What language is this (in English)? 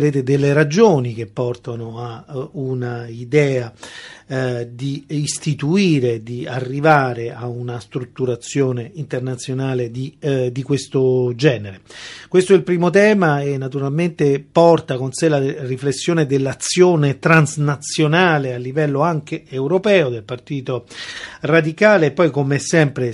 Italian